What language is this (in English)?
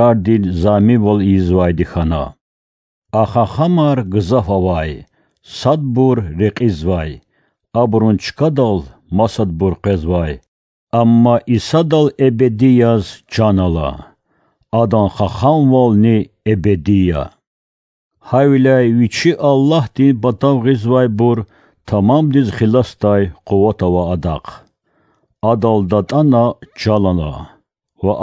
Lezghian